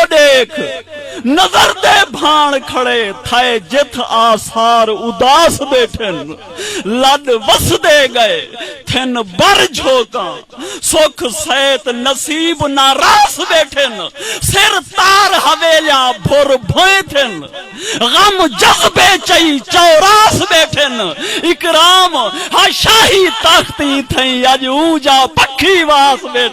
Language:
Saraiki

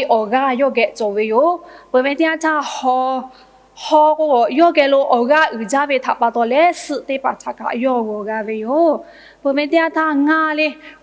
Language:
Lahu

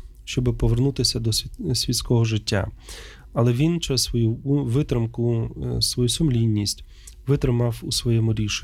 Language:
Ukrainian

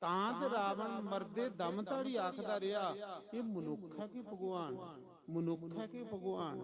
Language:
Dogri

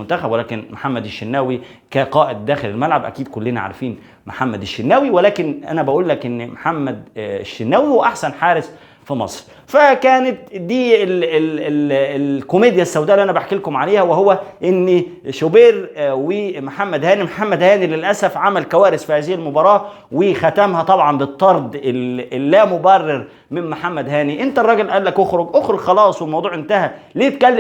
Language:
Egyptian Arabic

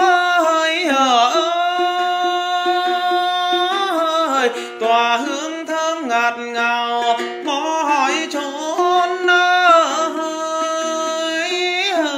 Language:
Vietnamese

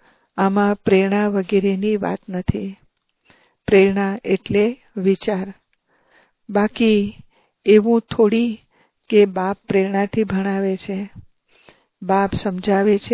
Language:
Gujarati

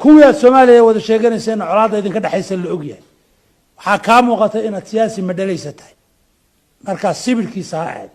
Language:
Somali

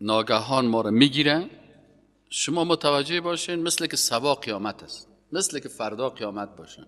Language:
Persian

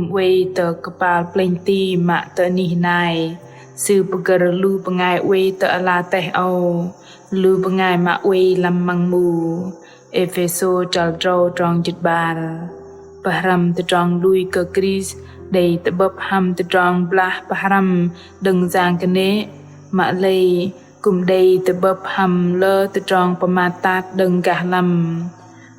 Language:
Bahnar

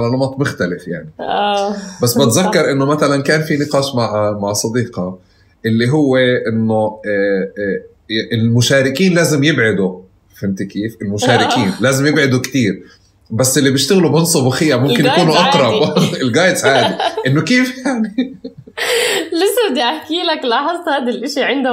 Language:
North Levantine Arabic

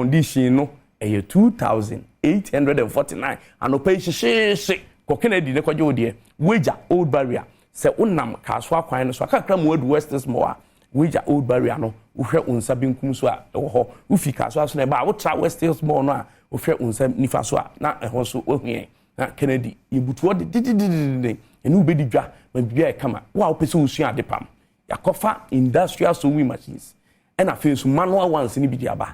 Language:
Akan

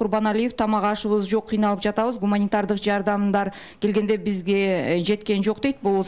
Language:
Kyrgyz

